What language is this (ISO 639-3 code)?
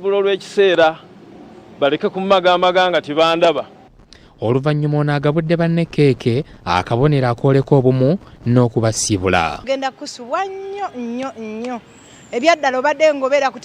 lug